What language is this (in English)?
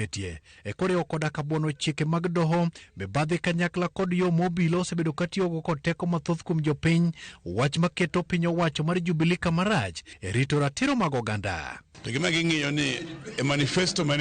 Luo (Kenya and Tanzania)